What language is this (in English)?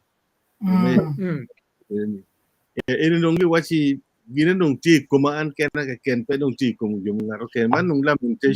Acoli